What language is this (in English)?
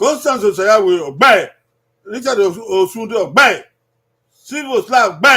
Bini